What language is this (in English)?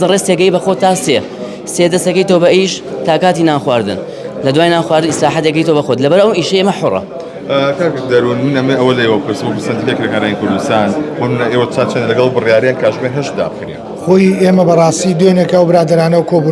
Central Kurdish